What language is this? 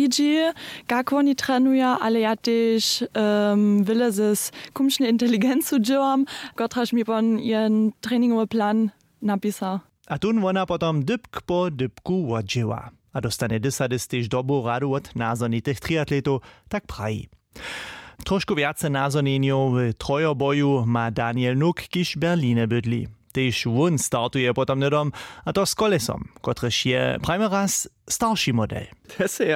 Upper Sorbian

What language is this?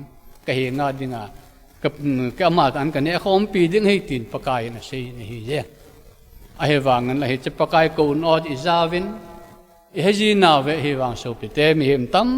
Thado Chin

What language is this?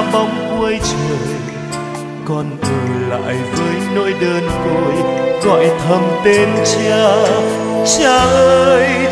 Vietnamese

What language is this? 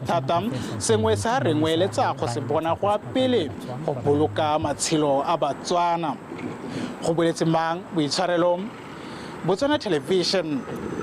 Tswana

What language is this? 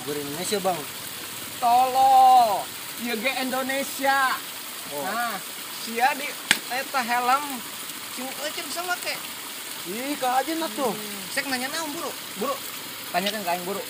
Sundanese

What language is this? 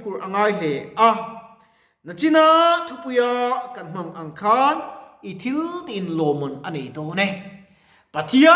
Mizo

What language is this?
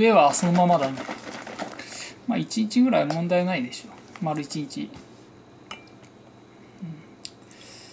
Japanese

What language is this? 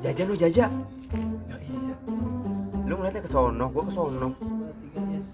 Betawi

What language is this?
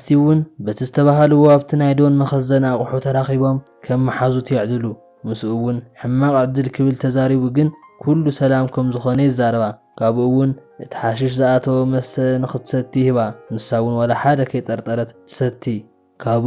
Tigrinya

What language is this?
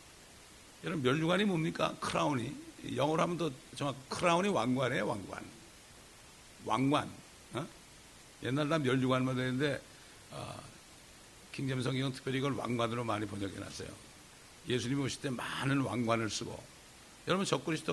Korean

